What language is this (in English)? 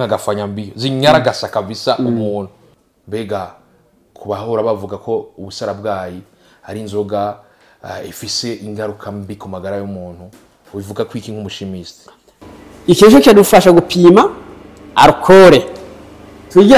Rundi